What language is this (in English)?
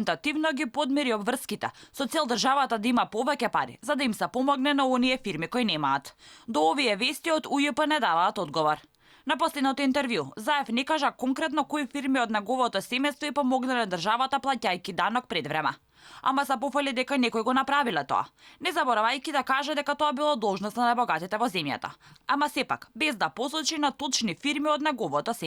Macedonian